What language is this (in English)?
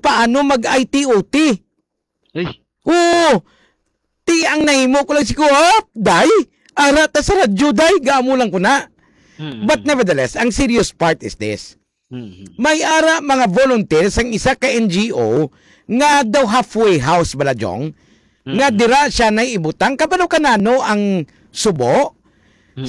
Hiligaynon